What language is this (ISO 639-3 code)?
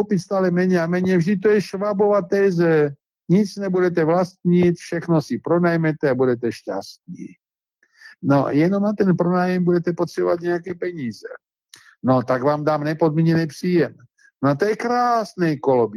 ces